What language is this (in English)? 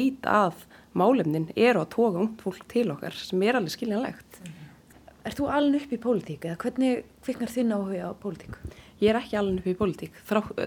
Icelandic